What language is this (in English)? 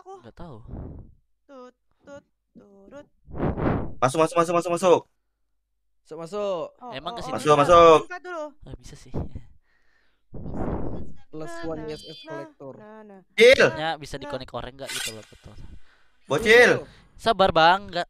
Indonesian